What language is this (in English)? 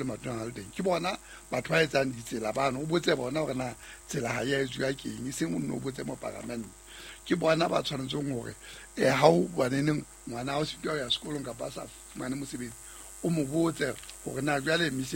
Southern Sotho